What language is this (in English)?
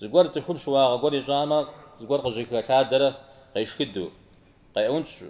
Kabardian